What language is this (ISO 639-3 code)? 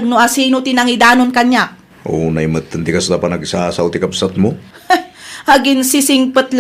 ilo